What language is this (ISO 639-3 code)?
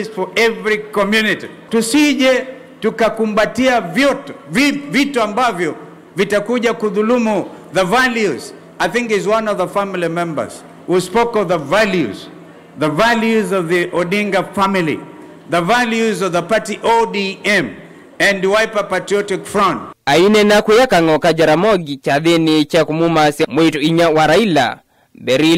kam